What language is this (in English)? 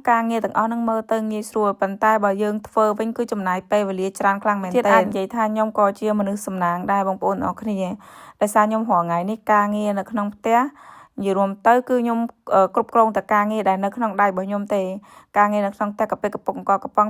Khmer